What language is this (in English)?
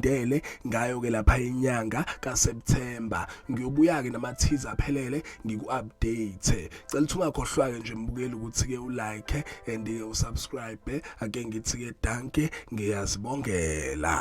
Zulu